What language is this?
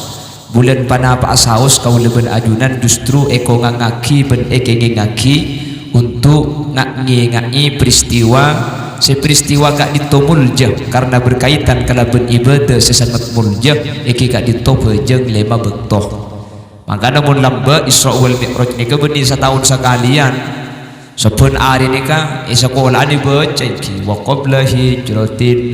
Madurese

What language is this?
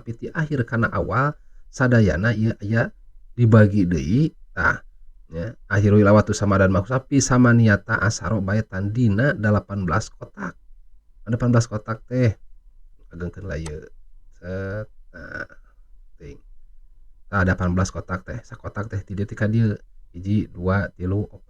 Sundanese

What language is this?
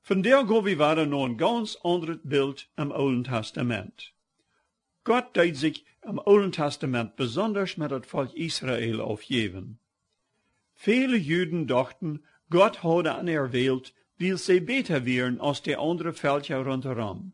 Plautdietsch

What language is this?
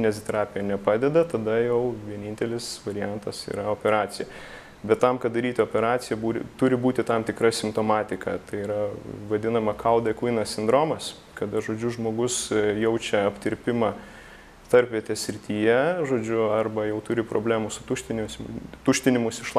Lithuanian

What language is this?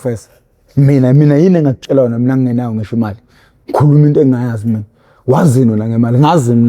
Zulu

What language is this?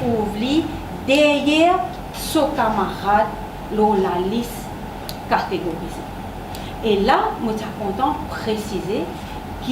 Morisyen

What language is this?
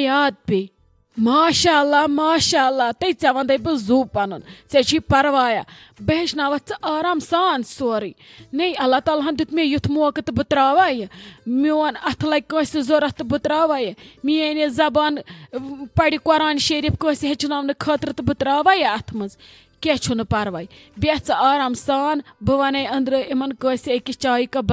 Kashmiri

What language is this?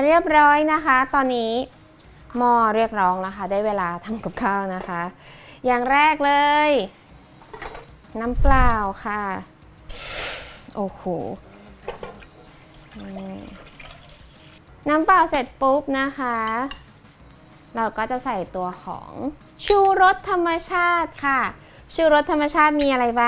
Thai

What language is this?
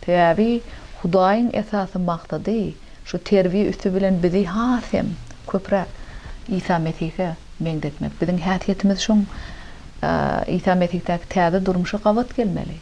Turkmen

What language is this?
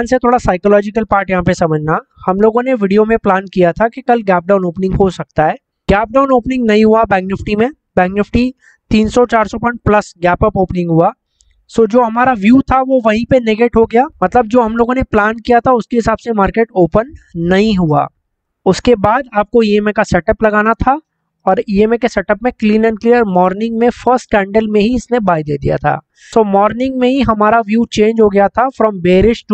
Hindi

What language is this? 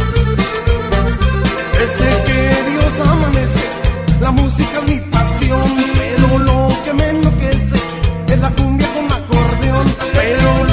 Spanish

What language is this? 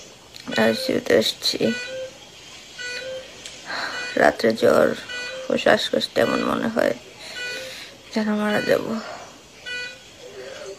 Bangla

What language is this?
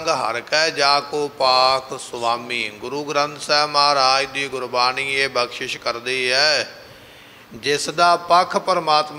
Punjabi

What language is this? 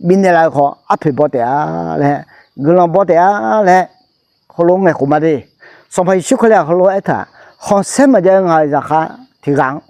Akha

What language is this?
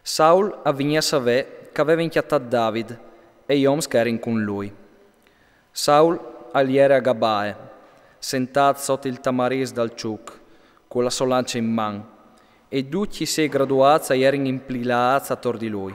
Friulian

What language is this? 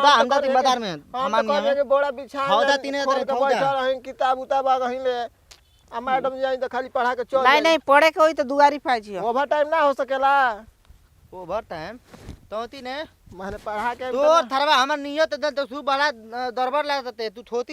Bhojpuri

